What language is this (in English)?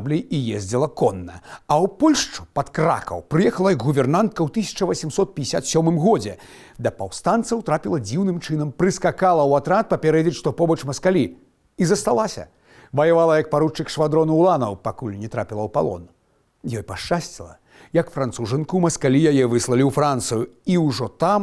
Belarusian